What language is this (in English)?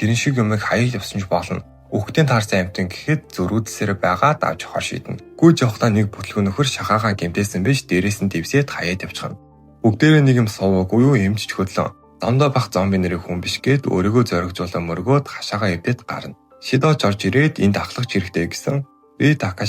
Mongolian